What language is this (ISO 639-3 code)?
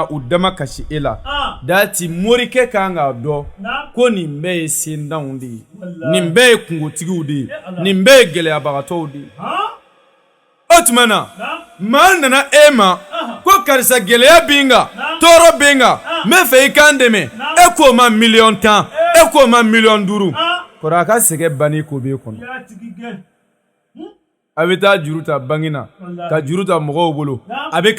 bam